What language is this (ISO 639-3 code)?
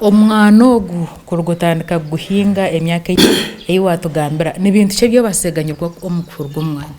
nyn